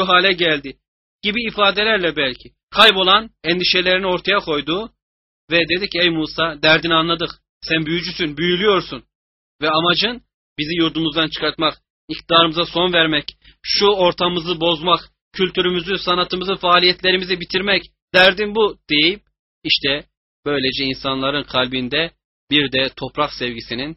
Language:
Turkish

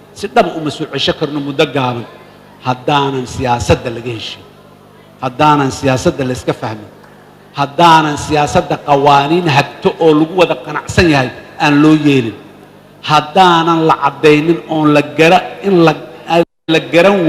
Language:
Somali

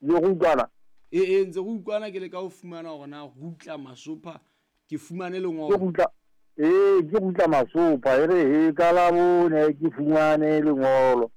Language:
Southern Sotho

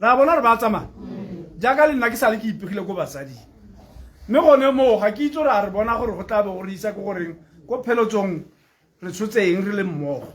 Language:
Tswana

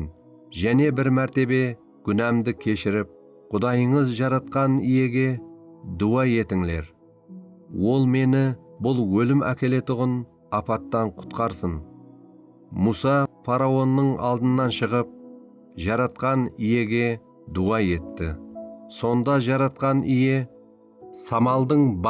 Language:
Kara-Kalpak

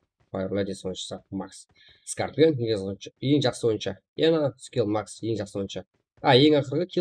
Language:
Kara-Kalpak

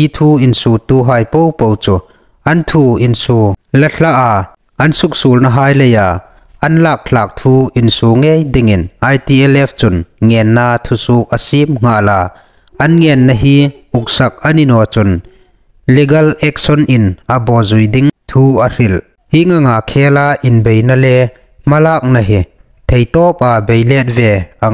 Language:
Hmar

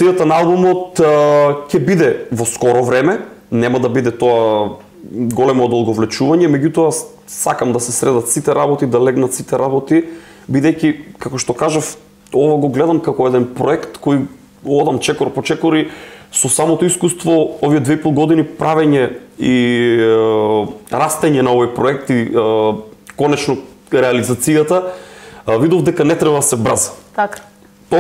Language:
Macedonian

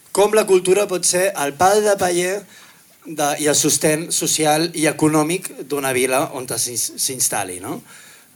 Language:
Catalan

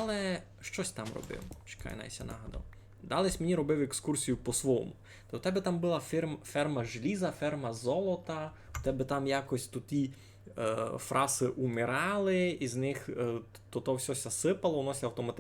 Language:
Rusyn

